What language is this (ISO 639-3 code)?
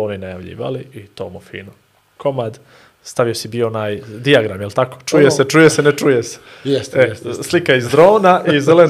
bos